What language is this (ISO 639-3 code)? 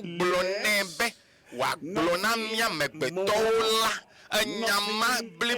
ewe